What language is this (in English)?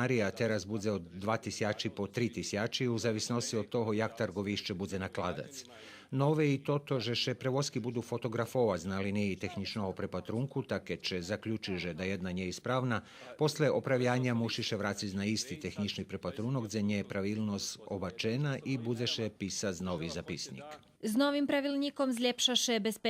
Rusyn